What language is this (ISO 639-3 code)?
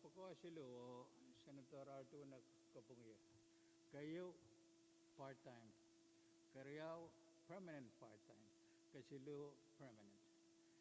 pon